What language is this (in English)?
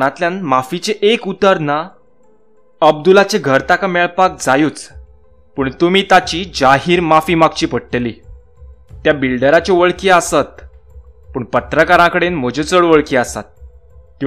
Konkani